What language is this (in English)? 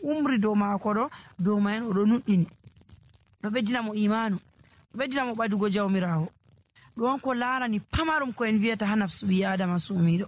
Nigerian Fulfulde